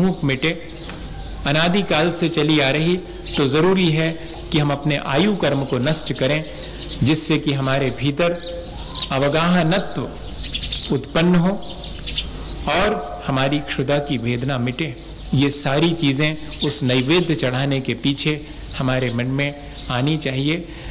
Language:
Hindi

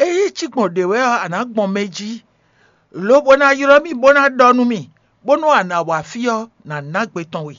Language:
Fon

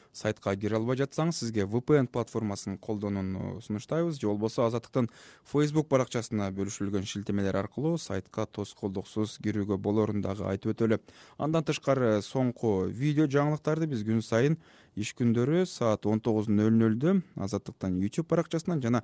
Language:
Kyrgyz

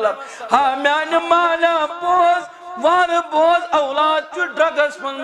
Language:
Kashmiri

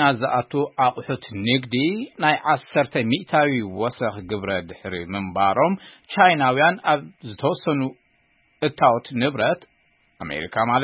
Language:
Tigrinya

